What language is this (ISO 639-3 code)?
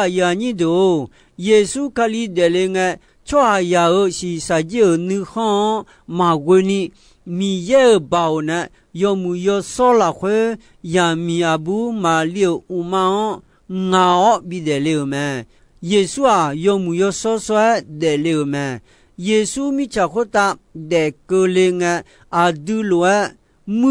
ahk